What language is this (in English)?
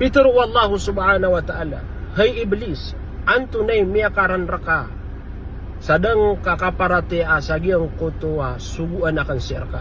Maranao